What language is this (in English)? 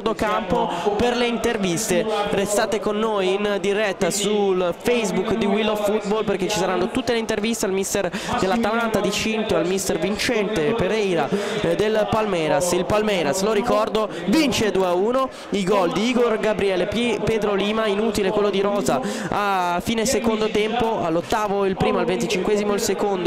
Italian